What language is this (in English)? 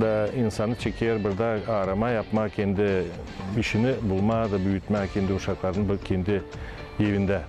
Gagauz